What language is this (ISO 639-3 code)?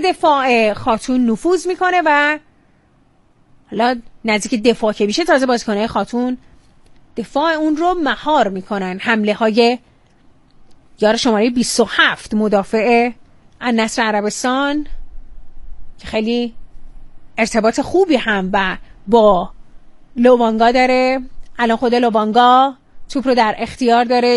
fas